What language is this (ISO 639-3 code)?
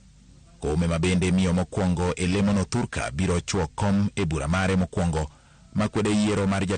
luo